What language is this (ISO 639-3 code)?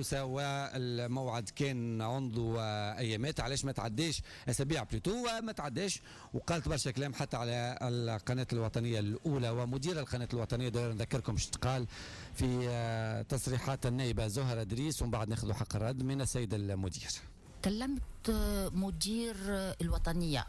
aeb